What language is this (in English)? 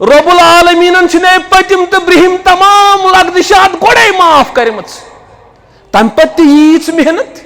Kashmiri